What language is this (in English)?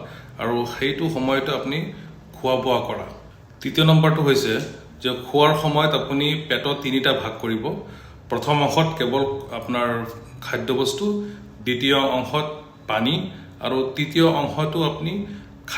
Assamese